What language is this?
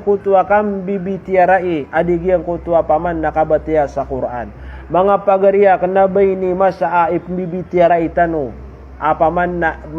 Maranao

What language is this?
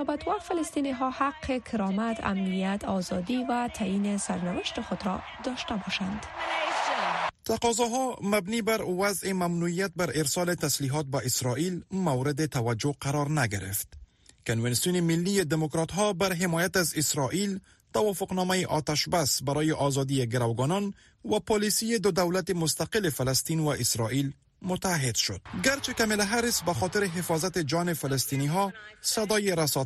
Persian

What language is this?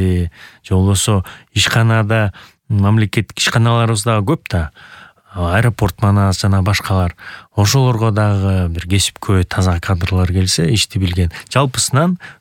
Kyrgyz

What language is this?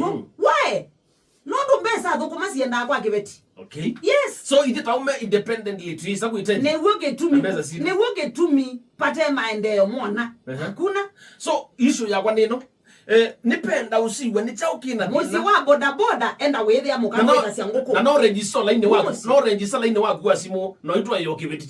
Kamba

